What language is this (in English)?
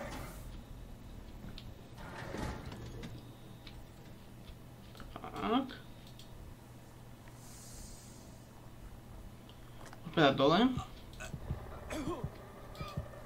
Slovak